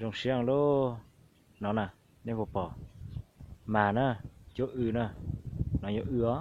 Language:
Hmong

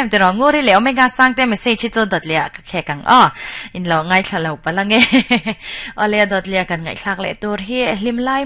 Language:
Mizo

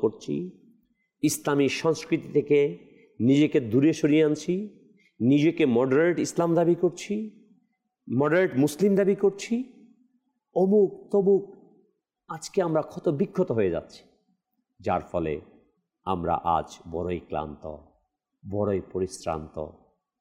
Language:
Bangla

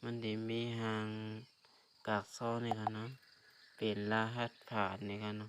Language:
Shan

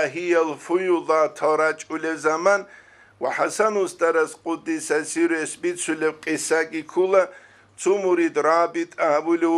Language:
Avaric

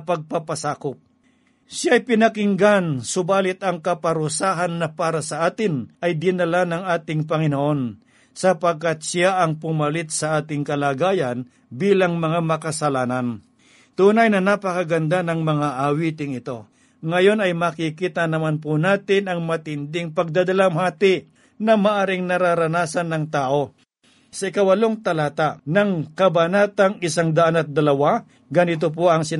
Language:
Filipino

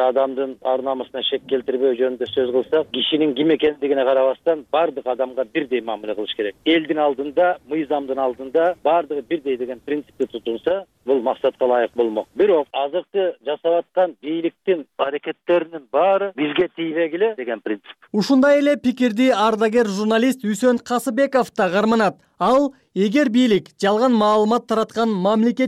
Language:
Kyrgyz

